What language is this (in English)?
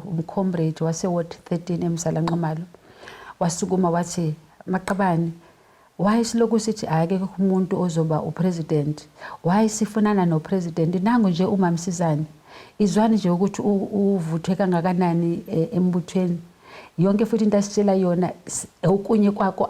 Zulu